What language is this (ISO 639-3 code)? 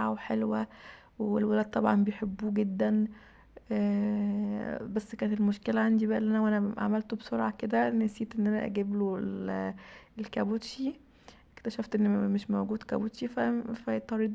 arz